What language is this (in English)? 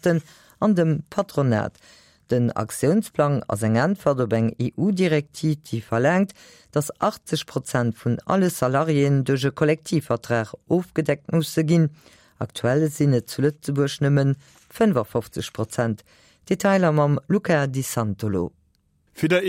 Luxembourgish